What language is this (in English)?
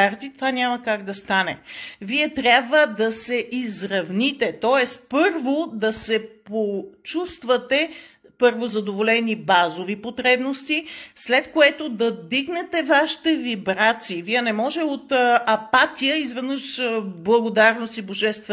Bulgarian